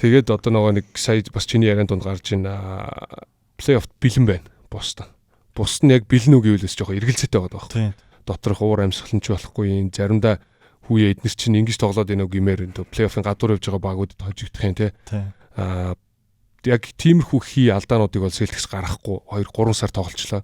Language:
Mongolian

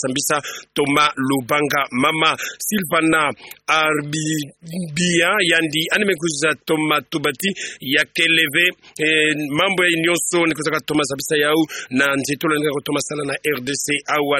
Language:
Kituba (Democratic Republic of Congo)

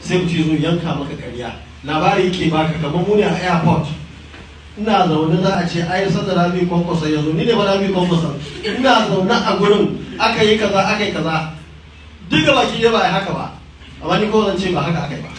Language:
Hausa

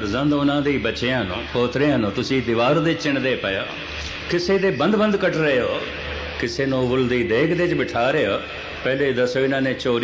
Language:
Punjabi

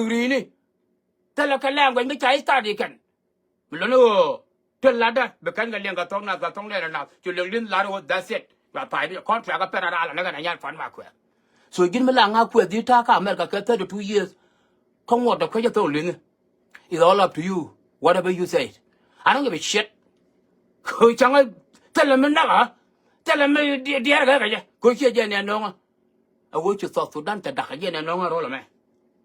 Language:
Nuer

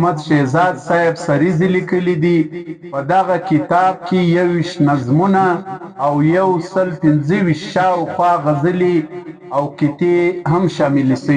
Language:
Pashto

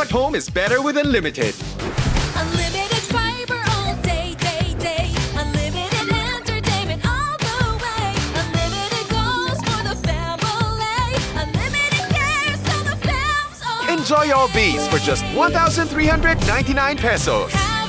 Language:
Bikol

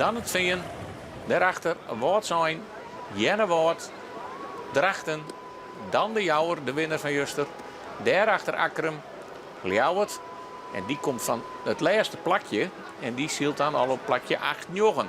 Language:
Western Frisian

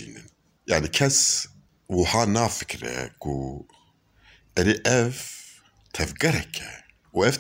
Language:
Kurdish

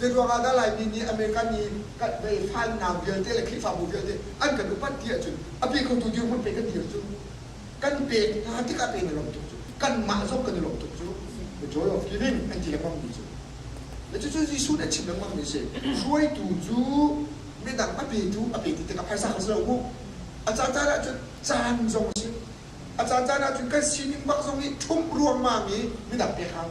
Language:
Hakha Chin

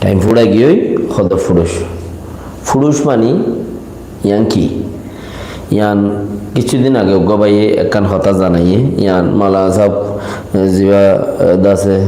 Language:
Rohingya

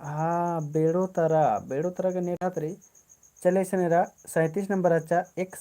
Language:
Kurukh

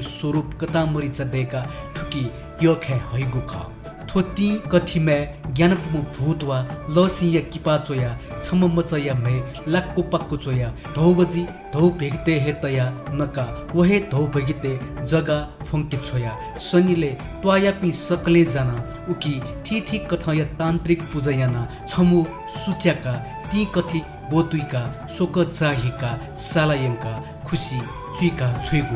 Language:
Newari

